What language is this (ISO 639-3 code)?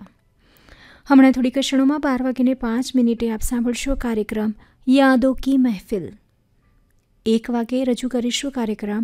guj